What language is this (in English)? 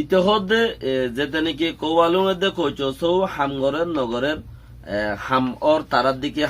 Rohingya